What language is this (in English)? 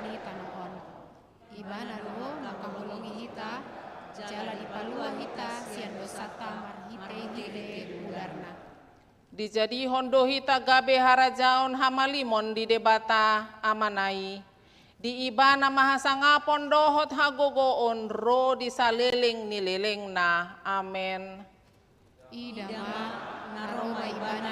Batak Toba